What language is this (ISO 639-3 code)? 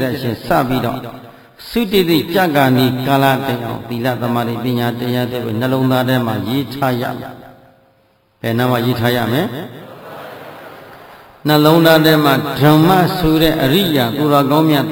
mya